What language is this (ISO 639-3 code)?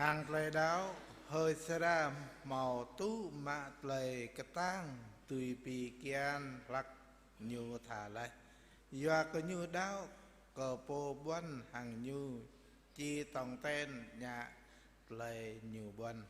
jra